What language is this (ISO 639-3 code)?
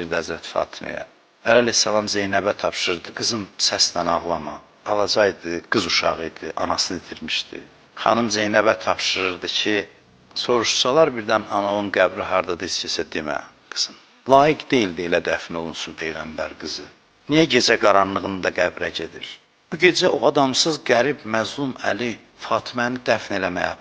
aze